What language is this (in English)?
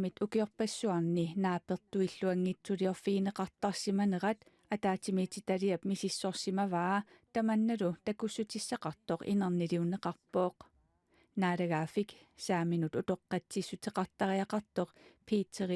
Kalaallisut